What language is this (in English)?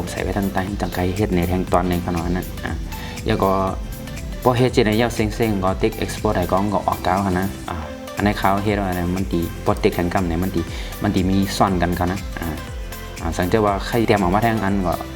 Shan